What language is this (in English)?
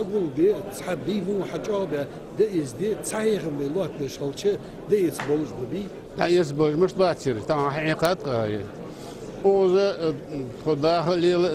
Ingush